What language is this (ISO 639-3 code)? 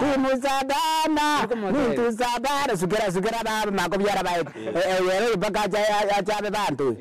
guz